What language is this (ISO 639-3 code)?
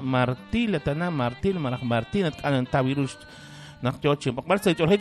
kek